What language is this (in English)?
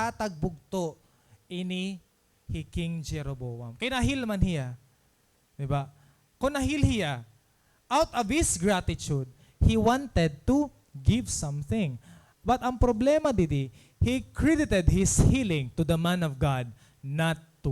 Waray